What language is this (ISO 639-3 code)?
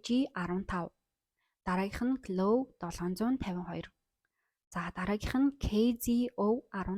mon